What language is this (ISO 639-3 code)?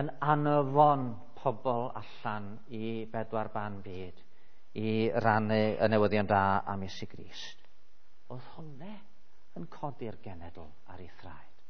cym